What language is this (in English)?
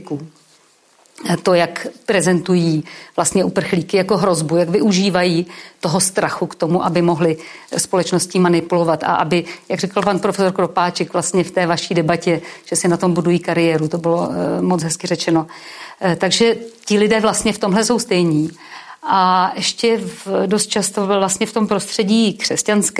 Czech